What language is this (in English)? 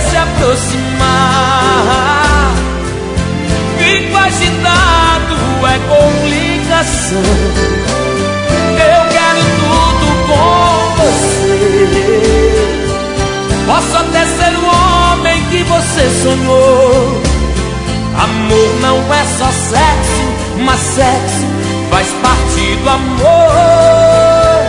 Portuguese